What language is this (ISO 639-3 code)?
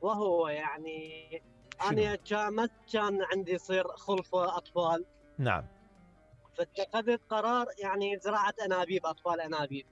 acm